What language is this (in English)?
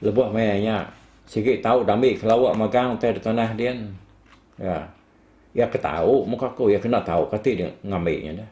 Iban